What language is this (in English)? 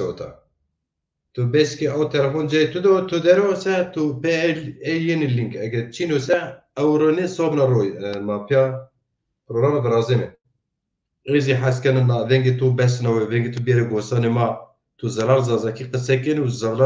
Zaza